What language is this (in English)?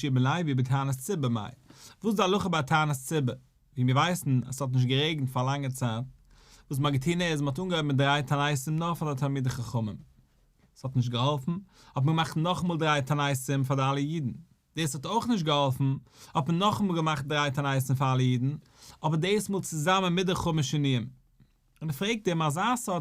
Yiddish